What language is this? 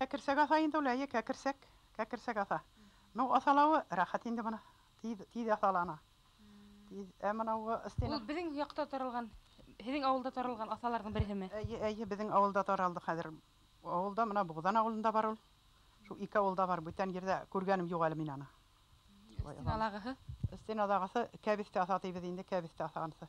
Bashkir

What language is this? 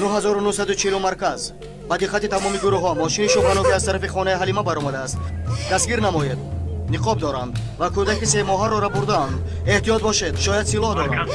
Tajik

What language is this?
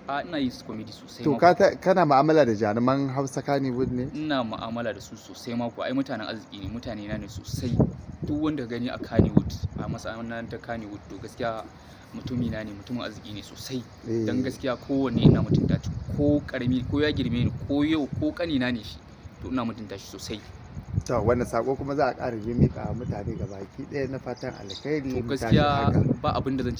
Hausa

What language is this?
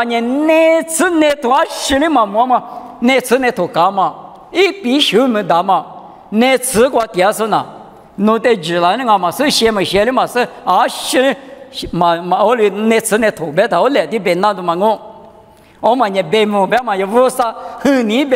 Lisu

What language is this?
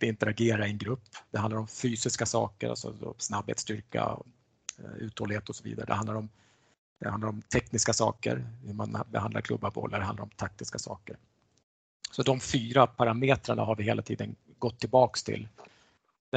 Swedish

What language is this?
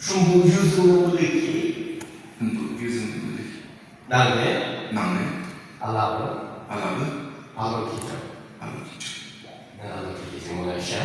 Yimchungru Naga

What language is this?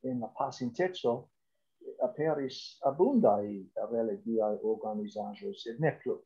Esperanto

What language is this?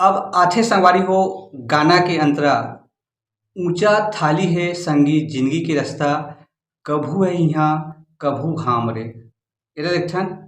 Chhattisgarhi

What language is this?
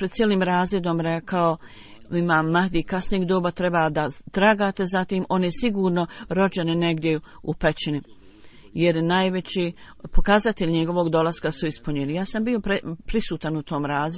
Bosnian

